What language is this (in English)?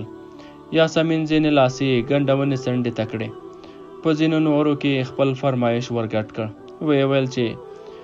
Pashto